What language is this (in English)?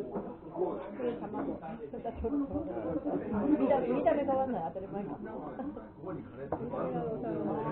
Japanese